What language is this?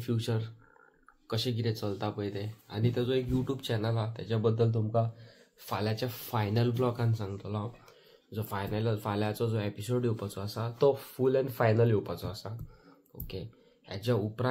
Konkani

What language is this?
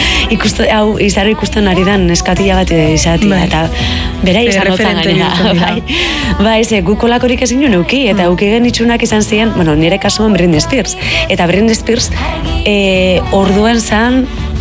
Basque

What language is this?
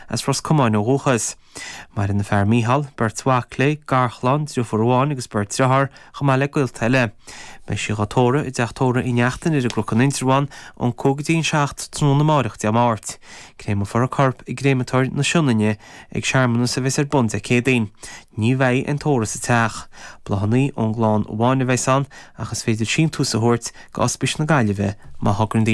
Irish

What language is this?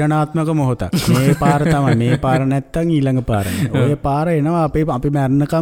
Sinhala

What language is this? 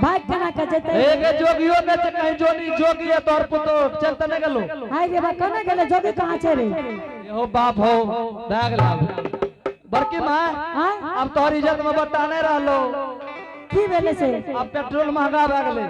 Angika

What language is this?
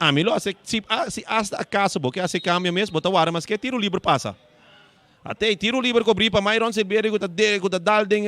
Papiamento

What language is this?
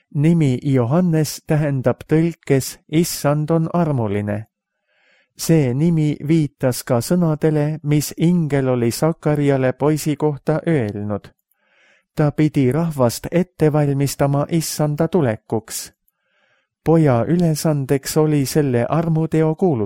Estonian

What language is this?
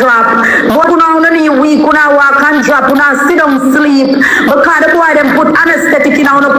Jamaican Creole English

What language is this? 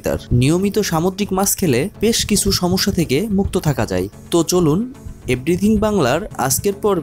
Bangla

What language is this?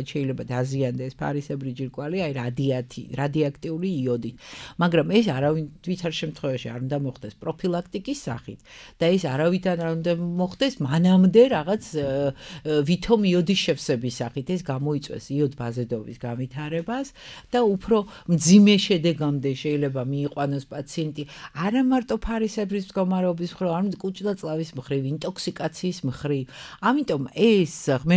Georgian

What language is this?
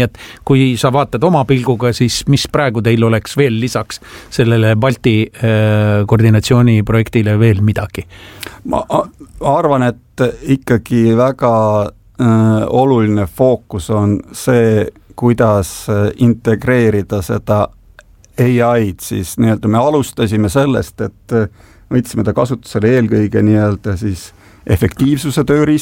Estonian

